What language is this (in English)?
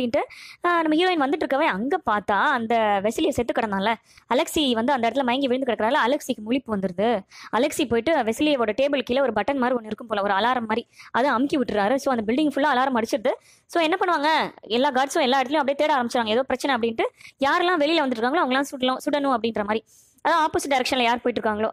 Tamil